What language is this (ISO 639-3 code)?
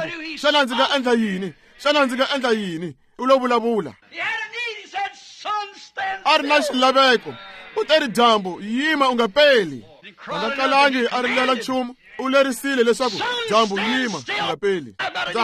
tso